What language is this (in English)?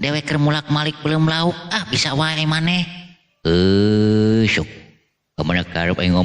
Sundanese